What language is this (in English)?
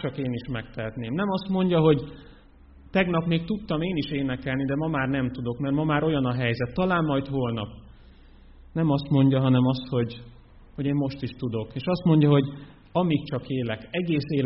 Hungarian